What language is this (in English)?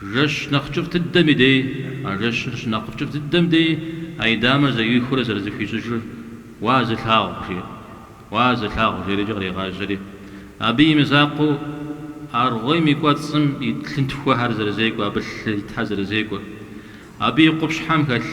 Kabardian